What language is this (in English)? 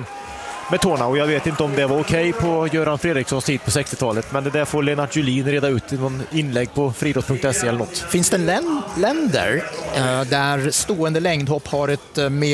Swedish